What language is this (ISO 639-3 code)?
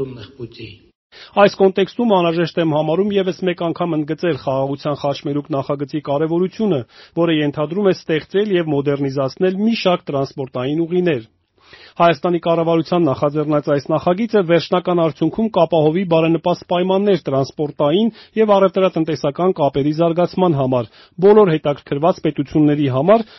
hye